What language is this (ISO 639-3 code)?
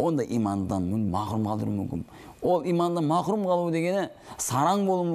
kaz